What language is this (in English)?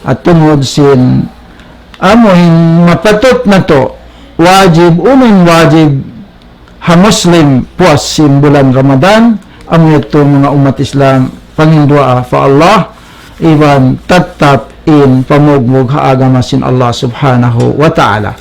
Tausug